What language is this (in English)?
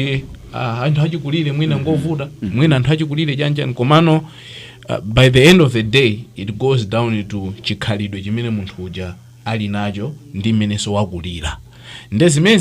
Nyanja